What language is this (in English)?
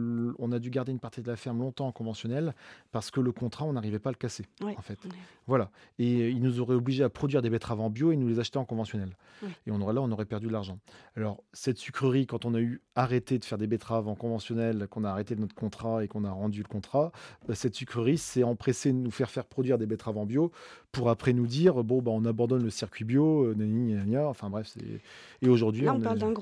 French